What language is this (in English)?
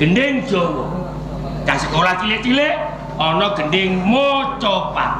Javanese